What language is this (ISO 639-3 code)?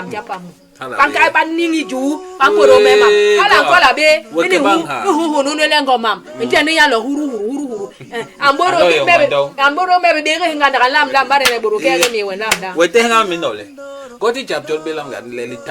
bas